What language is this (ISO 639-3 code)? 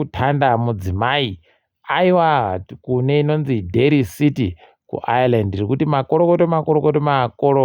ndc